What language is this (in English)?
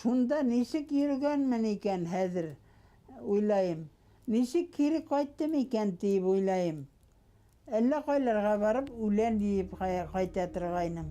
Bashkir